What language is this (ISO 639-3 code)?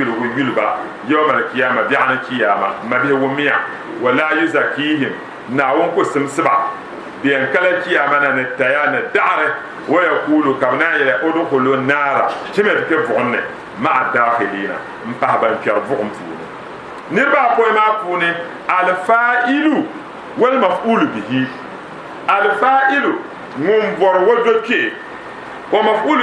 dag